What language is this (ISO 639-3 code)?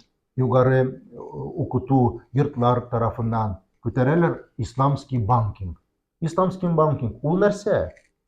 tat